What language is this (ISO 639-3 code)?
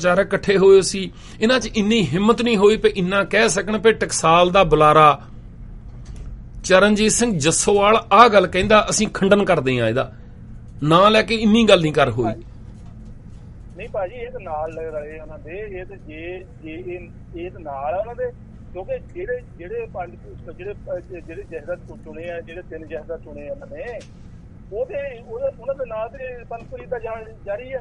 pan